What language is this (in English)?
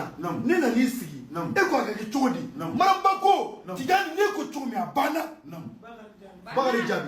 Bambara